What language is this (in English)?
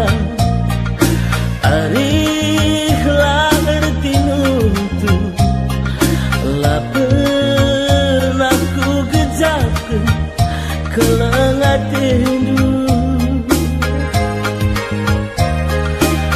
Batak Karo